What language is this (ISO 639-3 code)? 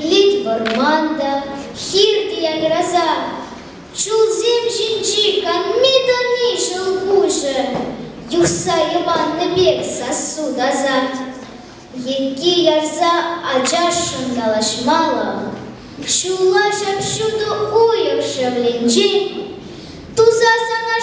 chv